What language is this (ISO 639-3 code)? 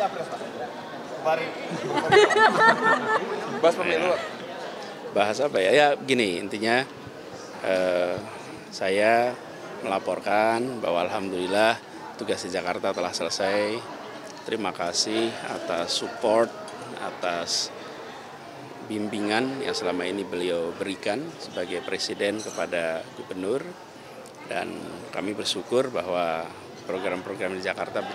ind